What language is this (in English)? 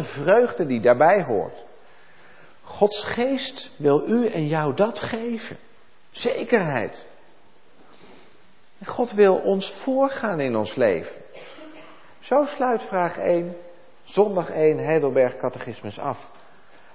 Dutch